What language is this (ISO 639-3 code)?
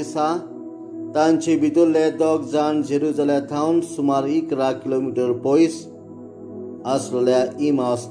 kok